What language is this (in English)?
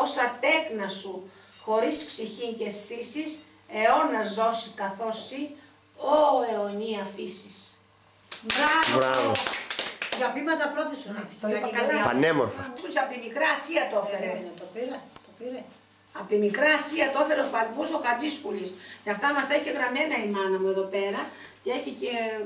Greek